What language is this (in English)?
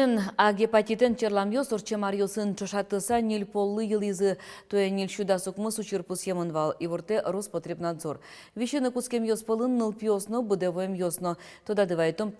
Udmurt